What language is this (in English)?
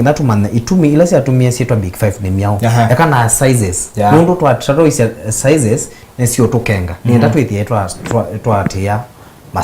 Kamba